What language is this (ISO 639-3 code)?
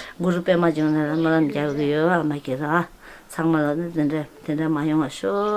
bod